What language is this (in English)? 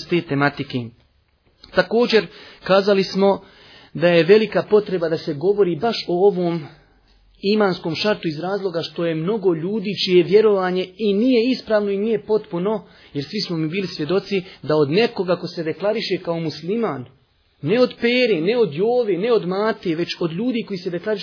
Bosnian